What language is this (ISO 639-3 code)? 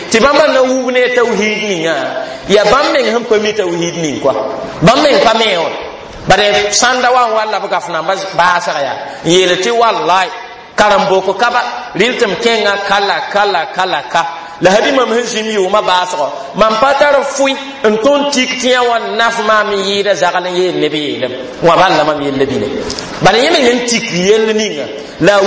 mos